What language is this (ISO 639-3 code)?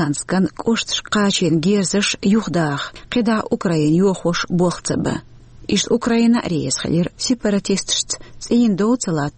che